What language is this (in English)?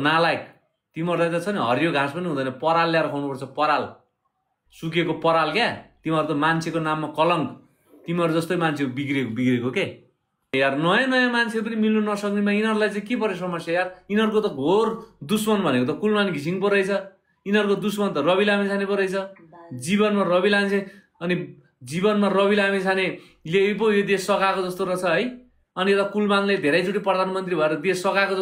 Nepali